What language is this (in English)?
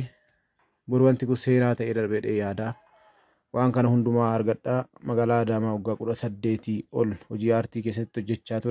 Oromo